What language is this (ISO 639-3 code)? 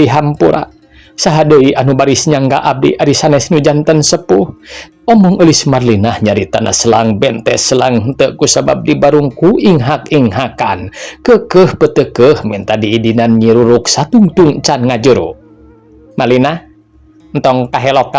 sun